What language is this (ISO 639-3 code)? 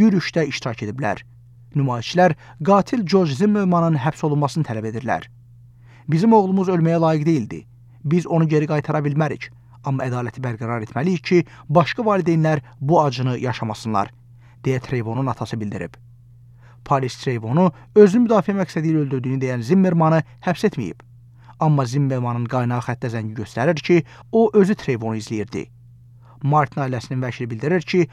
aze